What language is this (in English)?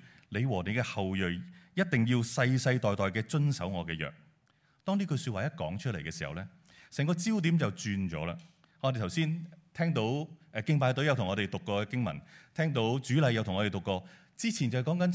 Cantonese